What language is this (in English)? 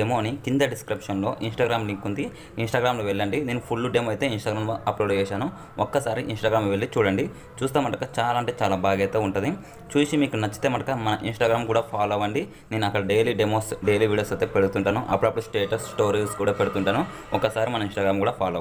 Telugu